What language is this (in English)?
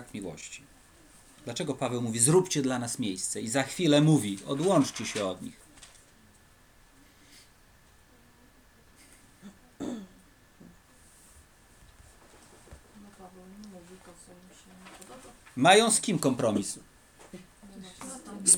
Polish